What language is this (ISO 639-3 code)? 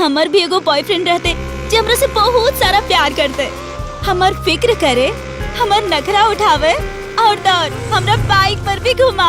mag